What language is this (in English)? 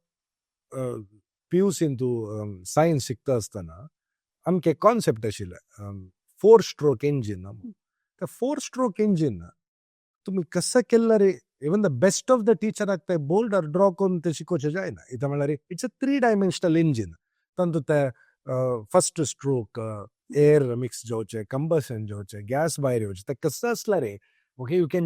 Konkani